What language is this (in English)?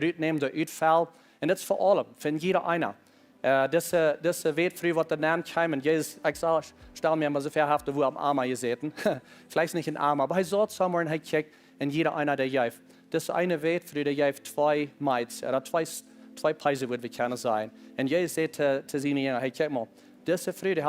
Plautdietsch